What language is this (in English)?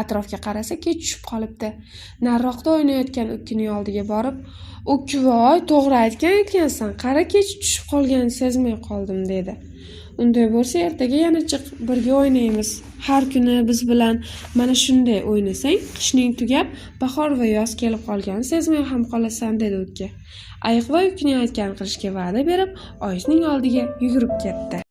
Uzbek